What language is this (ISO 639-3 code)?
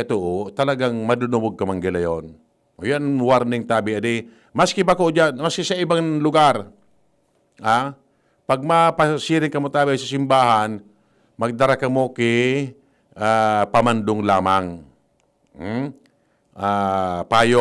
bik